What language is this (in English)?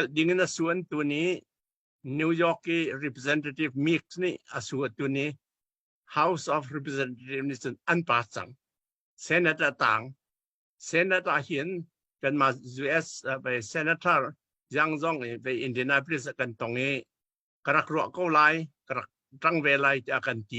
Hakha Chin